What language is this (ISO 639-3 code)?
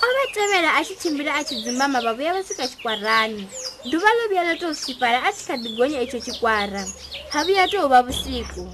ven